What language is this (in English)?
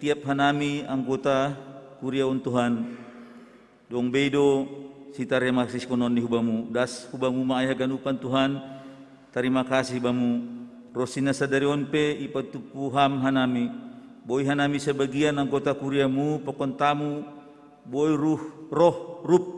Batak Simalungun